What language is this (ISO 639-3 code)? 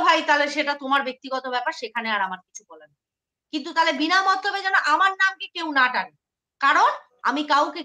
ben